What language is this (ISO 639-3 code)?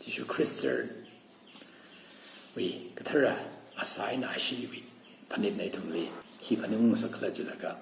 nmf